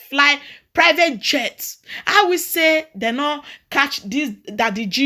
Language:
Nigerian Pidgin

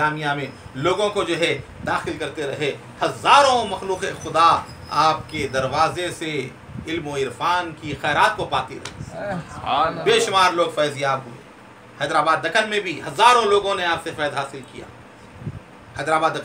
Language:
Urdu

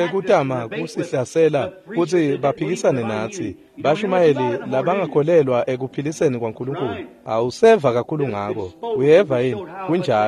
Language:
Swati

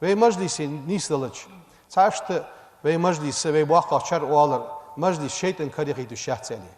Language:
Ingush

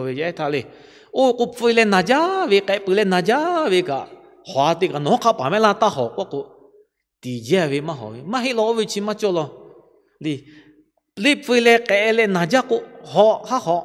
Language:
Lahu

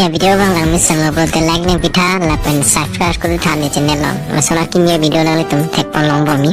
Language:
Karbi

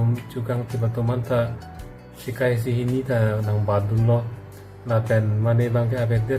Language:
Karbi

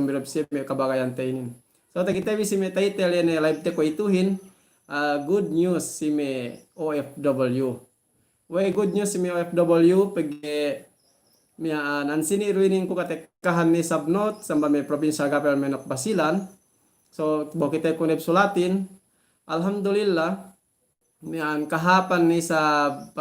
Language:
Yakan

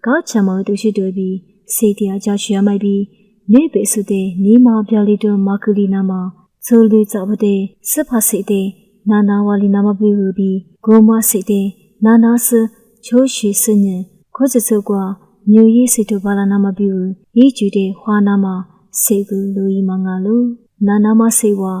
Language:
Lisu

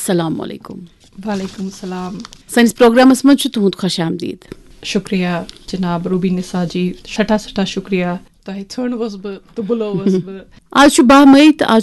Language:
Kashmiri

